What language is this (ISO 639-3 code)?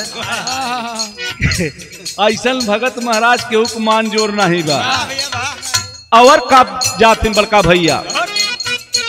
bho